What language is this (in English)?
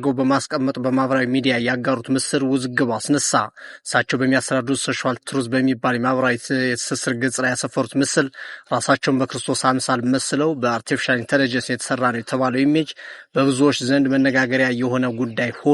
Amharic